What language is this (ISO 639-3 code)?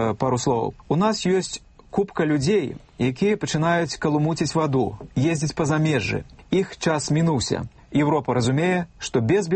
bel